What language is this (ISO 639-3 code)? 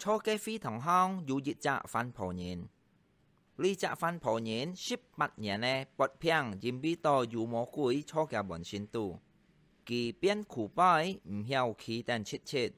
hak